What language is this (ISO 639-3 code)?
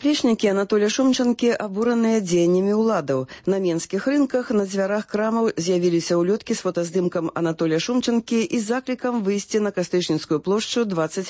bel